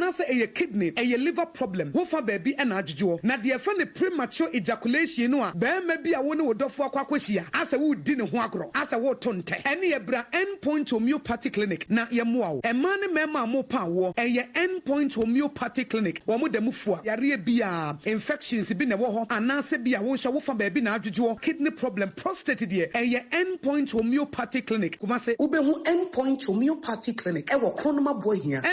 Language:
Akan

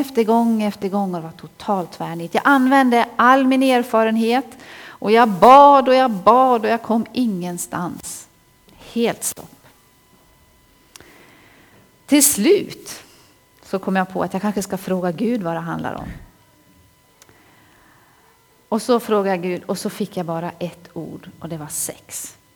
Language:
Swedish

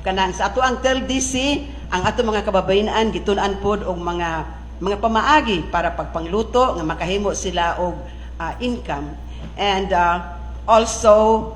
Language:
Cebuano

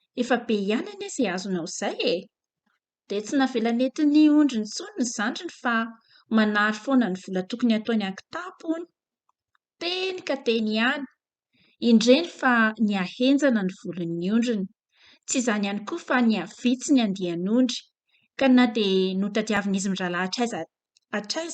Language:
Malagasy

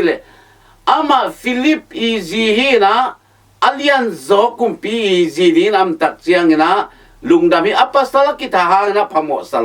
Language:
Tedim Chin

